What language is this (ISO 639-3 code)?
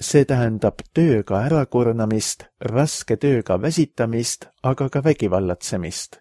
est